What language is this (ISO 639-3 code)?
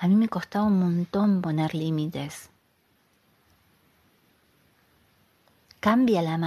spa